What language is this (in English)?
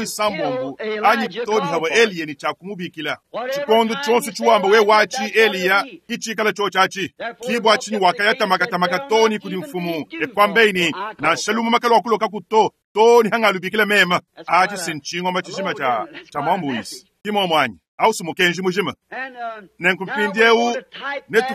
Luba-Lulua